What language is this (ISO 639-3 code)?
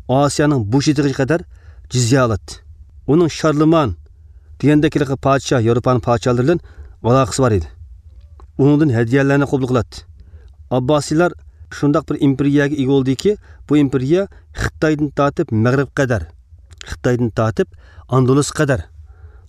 uig